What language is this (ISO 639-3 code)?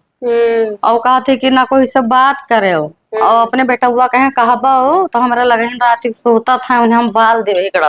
awa